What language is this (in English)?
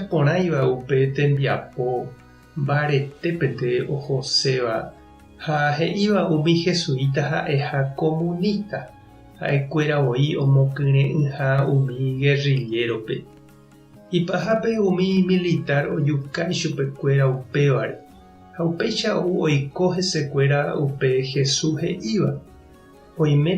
Guarani